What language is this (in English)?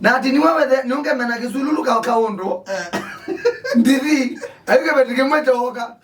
Kamba